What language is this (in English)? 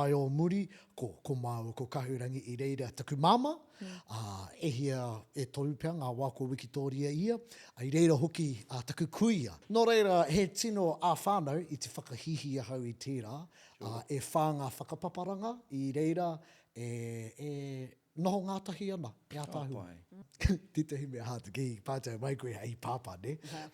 Māori